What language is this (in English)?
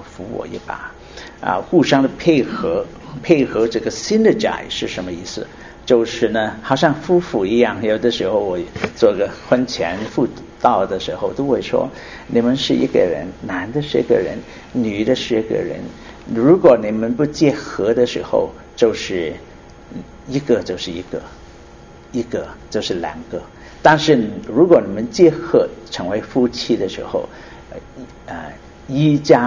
Chinese